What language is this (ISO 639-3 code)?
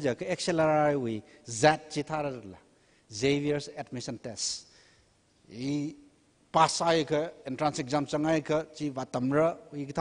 nmf